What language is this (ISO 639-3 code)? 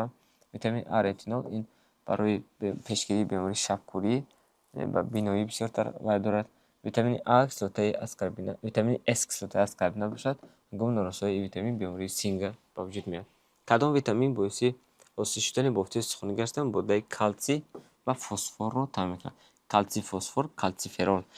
tgk